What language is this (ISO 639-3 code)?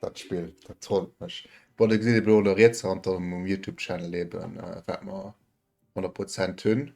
ltz